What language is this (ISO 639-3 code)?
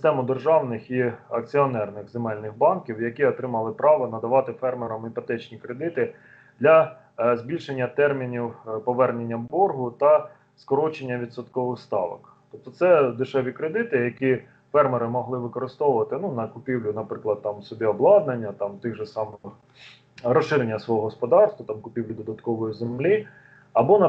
ukr